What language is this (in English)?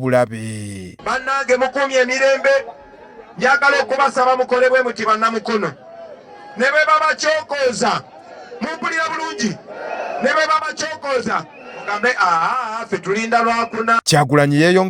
Ganda